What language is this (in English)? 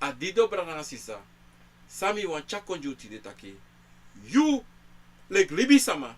Sranan Tongo